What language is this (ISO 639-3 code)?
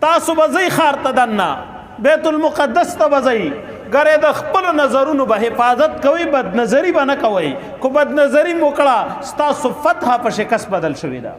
pus